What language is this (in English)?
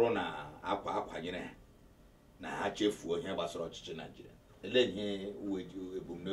Igbo